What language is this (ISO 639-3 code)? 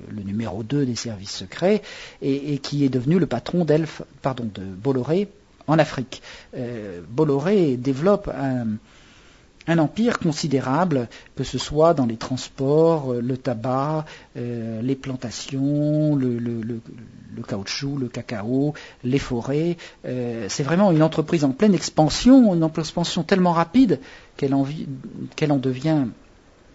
fra